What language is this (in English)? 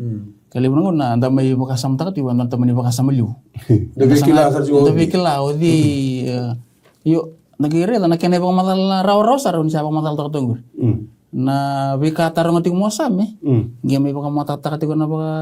Fijian